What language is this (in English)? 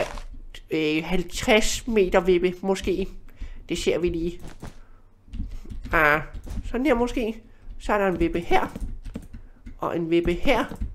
Danish